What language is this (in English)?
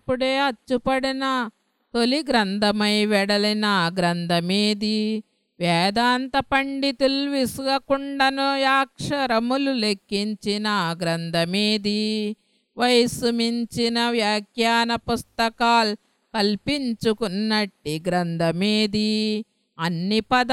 Telugu